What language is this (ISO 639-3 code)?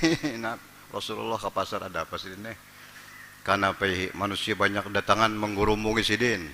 bjn